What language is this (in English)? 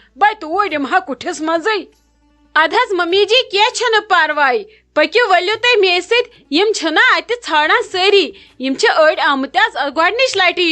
Kashmiri